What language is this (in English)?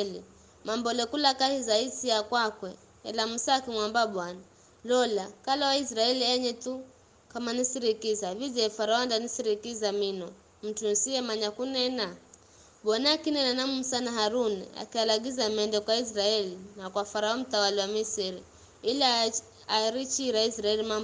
Giryama